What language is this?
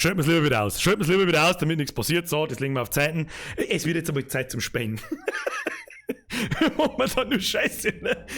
Bavarian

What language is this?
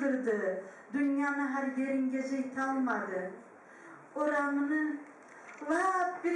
Kumyk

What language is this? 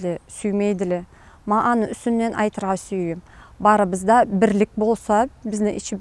Karachay-Balkar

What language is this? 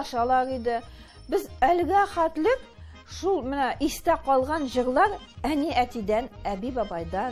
Tatar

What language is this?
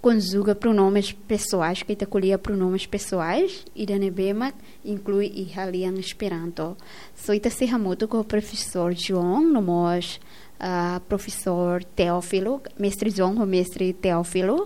Tetum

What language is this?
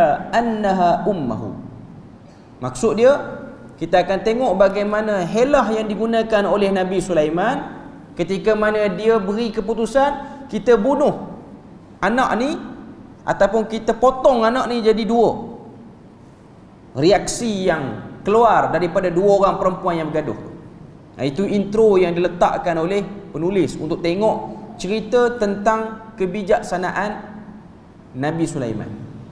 Malay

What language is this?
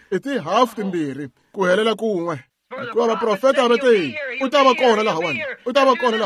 Tsonga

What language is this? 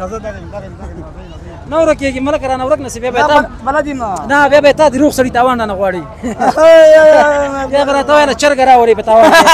Pashto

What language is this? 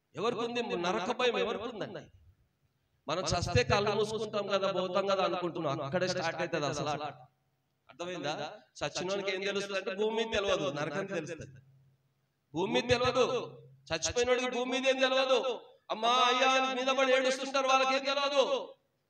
Telugu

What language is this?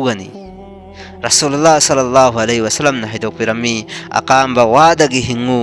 Manipuri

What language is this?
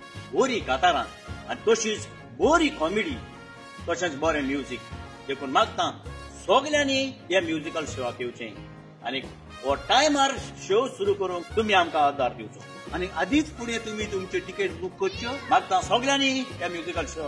Konkani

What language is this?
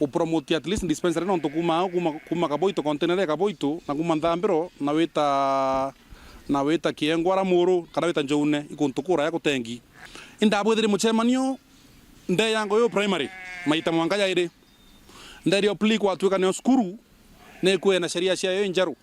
Meru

